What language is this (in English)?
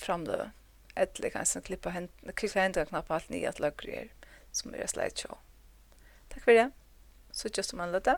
Faroese